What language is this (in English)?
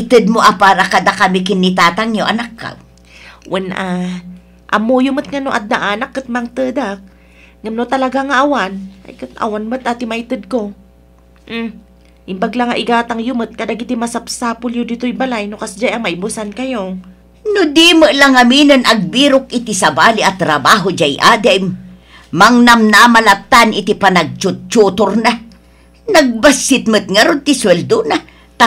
Iloko